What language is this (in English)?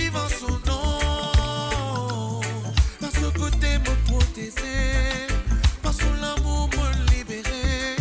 Morisyen